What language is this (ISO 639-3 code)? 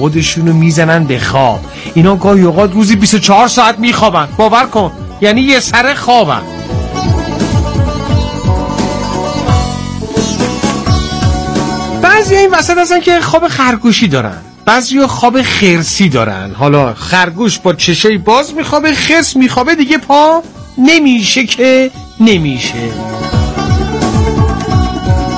fas